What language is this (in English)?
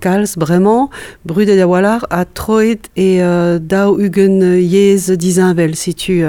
Breton